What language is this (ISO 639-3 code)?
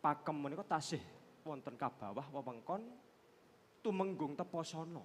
jav